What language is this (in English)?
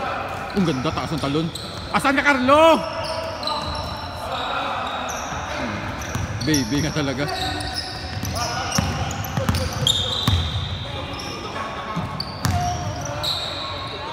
Filipino